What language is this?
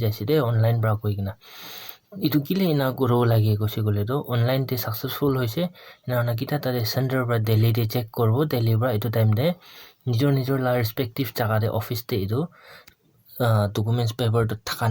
Naga Pidgin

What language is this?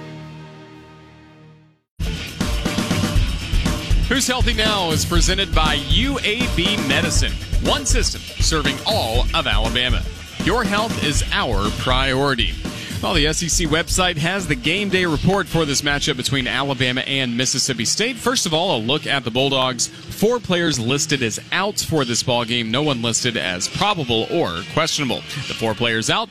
English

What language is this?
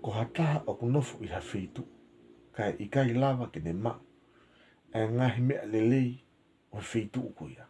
Tongan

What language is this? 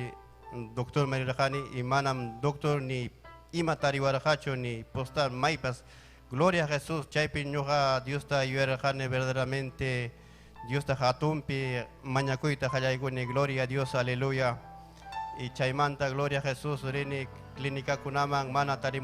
Ayacucho Quechua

